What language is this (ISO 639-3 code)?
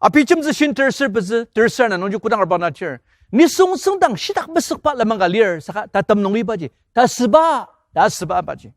njo